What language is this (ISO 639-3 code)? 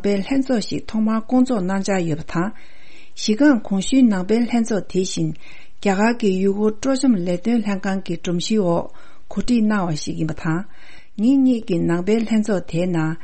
bod